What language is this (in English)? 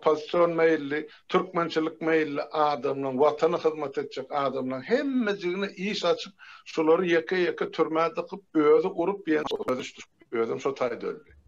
Turkmen